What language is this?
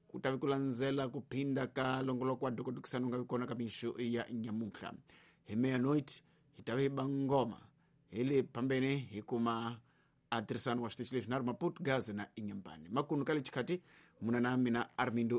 Tsonga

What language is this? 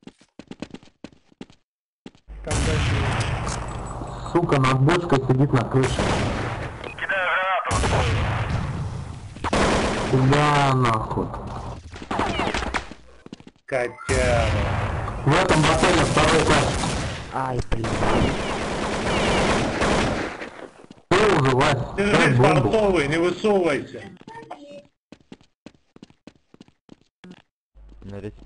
Russian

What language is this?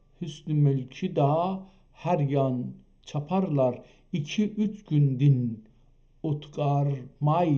South Azerbaijani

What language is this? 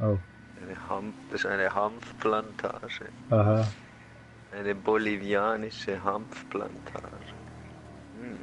Swiss German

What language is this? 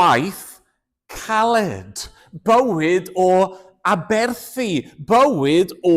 Welsh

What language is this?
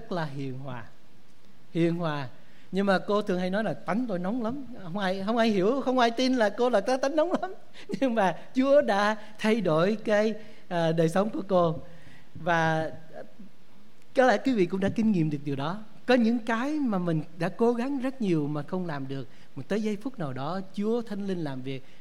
Vietnamese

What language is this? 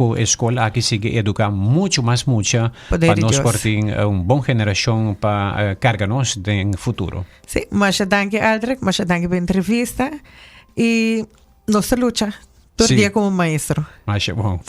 Papiamento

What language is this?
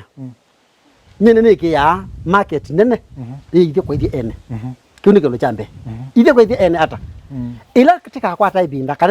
Kamba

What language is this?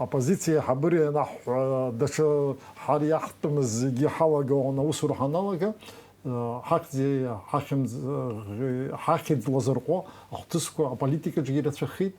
Abkhazian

